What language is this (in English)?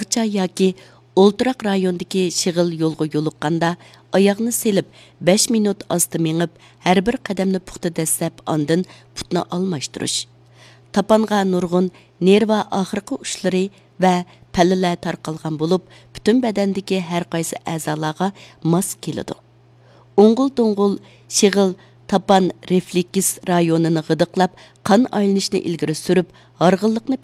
Uyghur